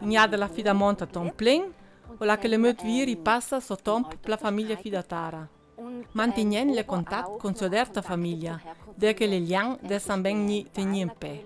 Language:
Ladin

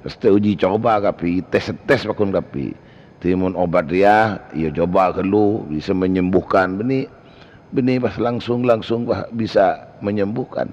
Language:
Madurese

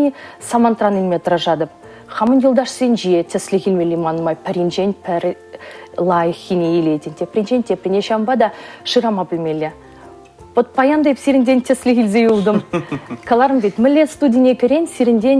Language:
Chuvash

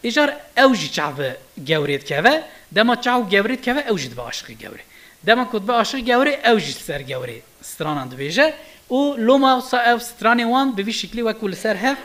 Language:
Kurdish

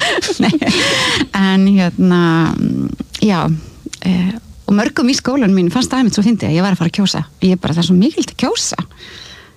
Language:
Icelandic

